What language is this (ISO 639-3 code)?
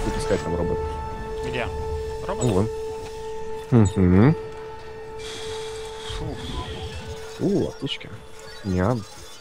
rus